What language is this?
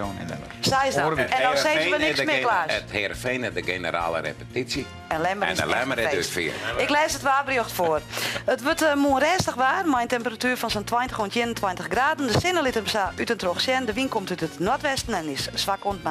Western Frisian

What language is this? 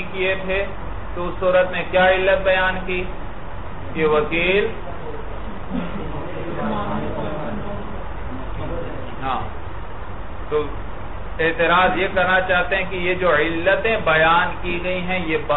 Urdu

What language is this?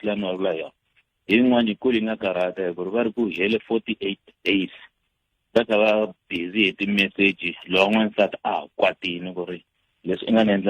Tsonga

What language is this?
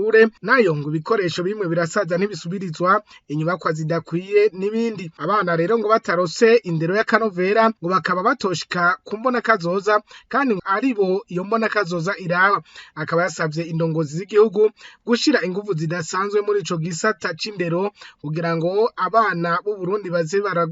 Rundi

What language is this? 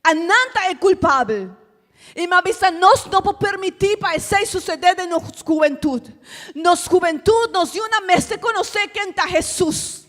Papiamento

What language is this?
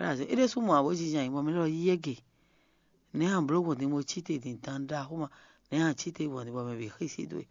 Fon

